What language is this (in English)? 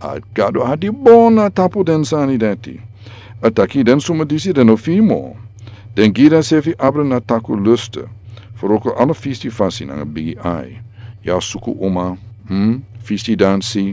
Sranan Tongo